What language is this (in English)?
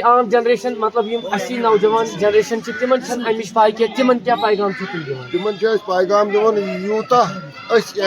Kashmiri